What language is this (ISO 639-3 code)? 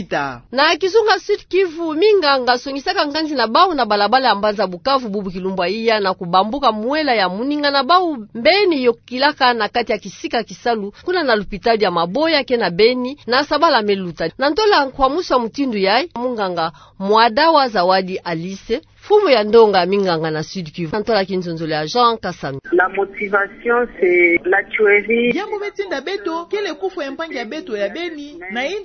ktu